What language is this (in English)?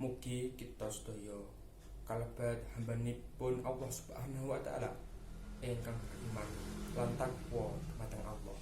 Javanese